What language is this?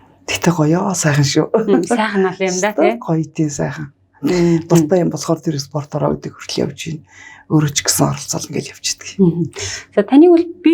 Mongolian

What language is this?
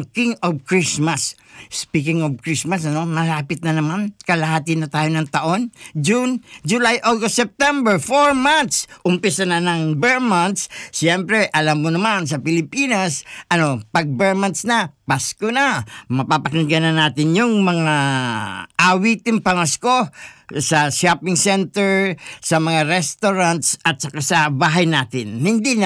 Filipino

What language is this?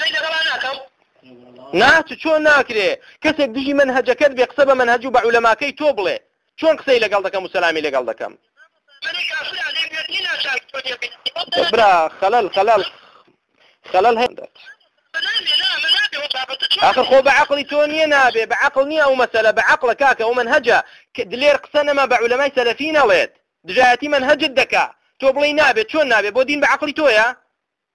Central Kurdish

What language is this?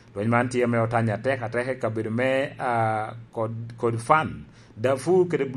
Lango (Uganda)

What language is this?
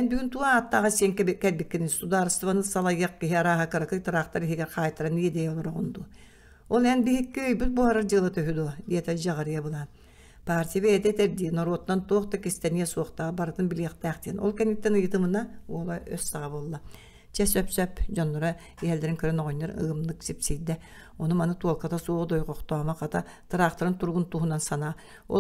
Yakut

